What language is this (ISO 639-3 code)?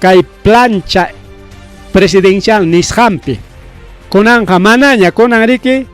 quy